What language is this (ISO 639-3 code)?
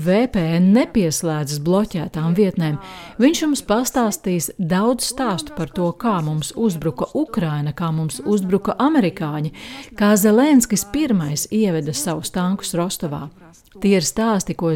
lav